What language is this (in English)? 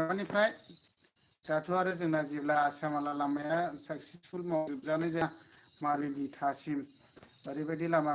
Bodo